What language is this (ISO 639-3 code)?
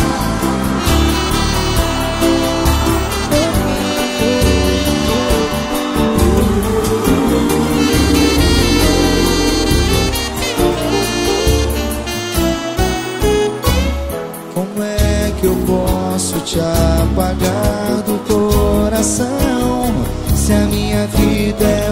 por